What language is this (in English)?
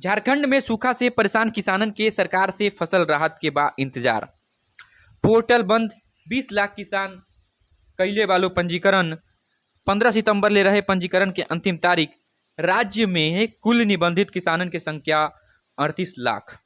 Bhojpuri